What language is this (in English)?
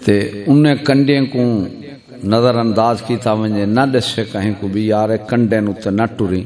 Saraiki